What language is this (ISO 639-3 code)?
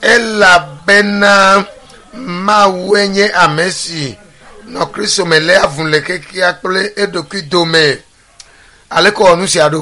ewe